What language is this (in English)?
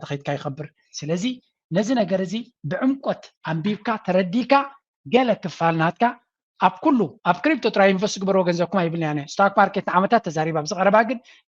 Tigrinya